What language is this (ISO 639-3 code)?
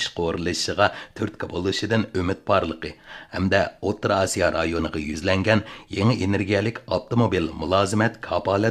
uig